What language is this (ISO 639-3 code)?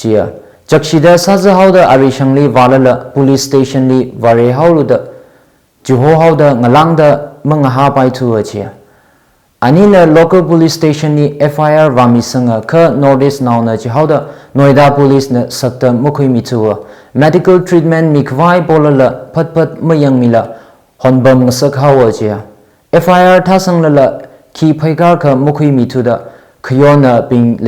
nmf